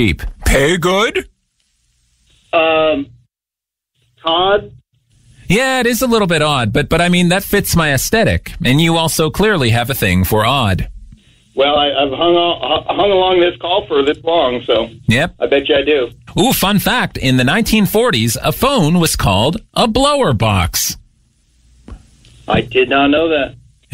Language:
English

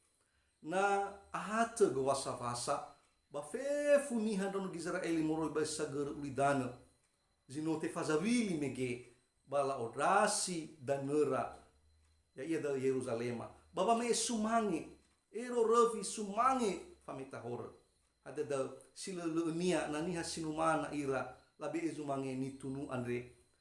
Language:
Nias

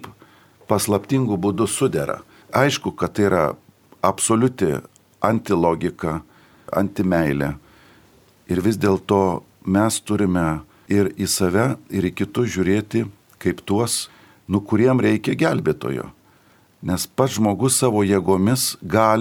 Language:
Lithuanian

